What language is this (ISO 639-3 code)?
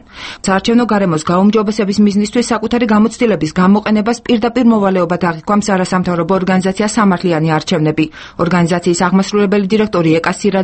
kat